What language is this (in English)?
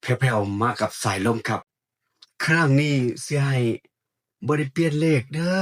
Northeastern Thai